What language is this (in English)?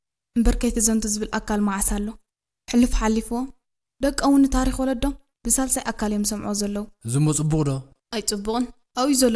Tigrinya